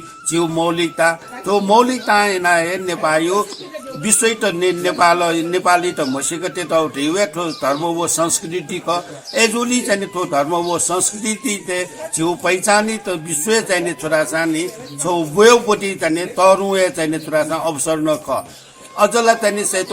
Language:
Newari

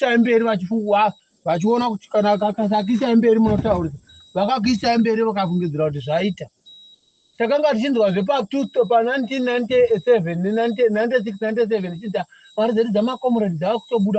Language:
Shona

